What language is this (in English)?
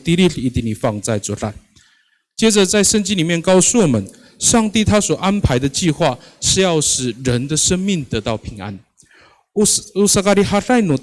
Amis